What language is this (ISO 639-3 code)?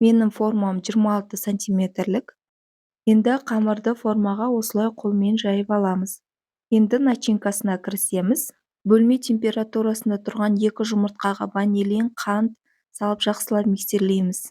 kaz